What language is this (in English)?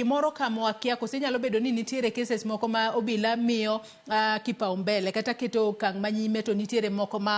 Luo (Kenya and Tanzania)